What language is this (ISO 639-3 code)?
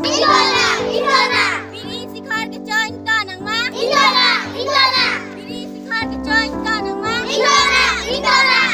mjw